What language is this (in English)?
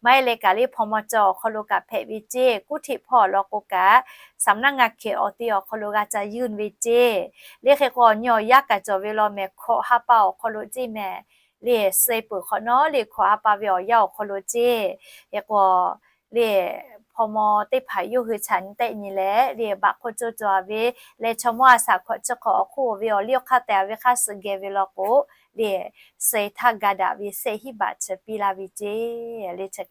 Lahu